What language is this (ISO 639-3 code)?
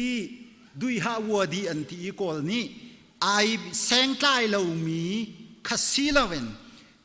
cnh